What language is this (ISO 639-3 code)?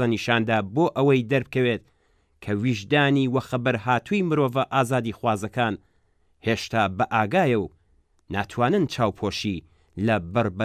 ckb